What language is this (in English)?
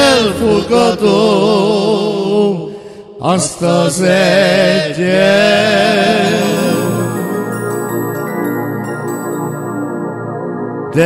Hungarian